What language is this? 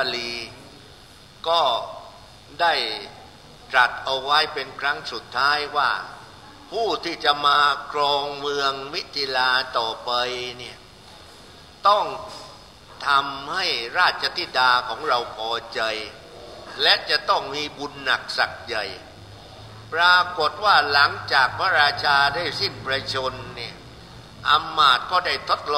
Thai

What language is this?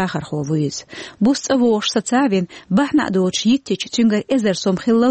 Chechen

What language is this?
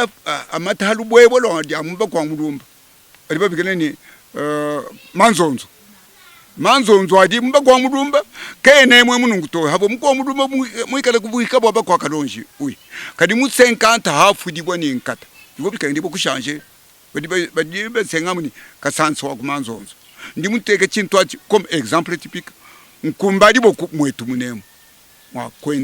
Luba-Lulua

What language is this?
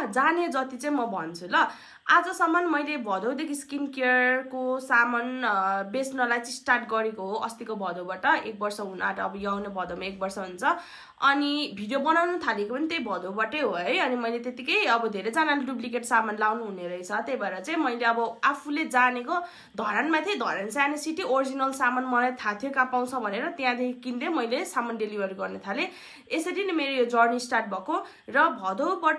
Nepali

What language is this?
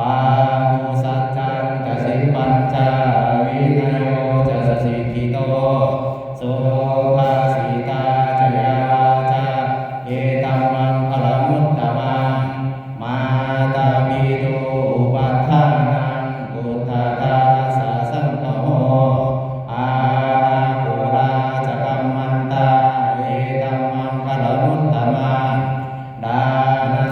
Pali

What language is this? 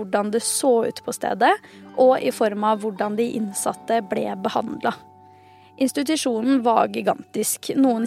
Norwegian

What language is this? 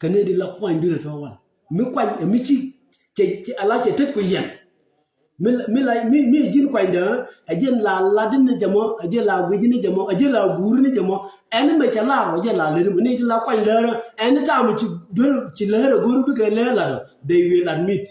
Nuer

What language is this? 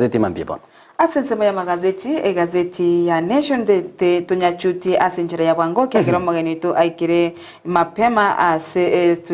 Gusii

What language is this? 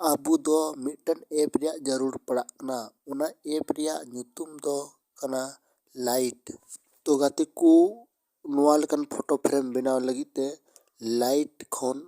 Santali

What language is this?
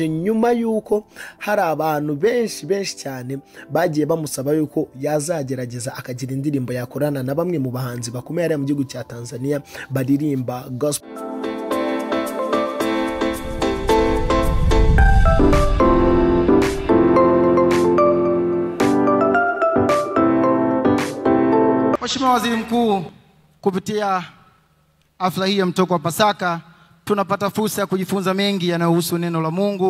Kinyarwanda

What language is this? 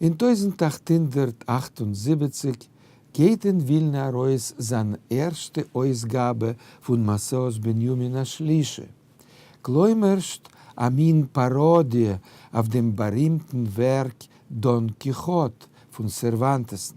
Yiddish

